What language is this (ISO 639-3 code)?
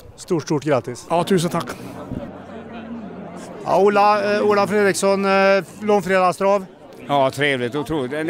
swe